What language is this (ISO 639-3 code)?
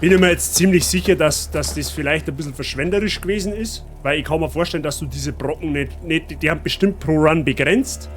bar